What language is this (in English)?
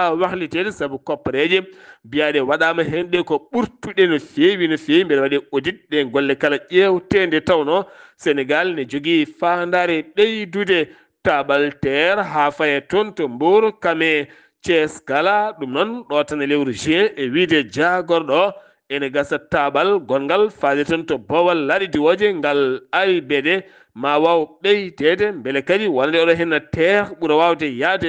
Fula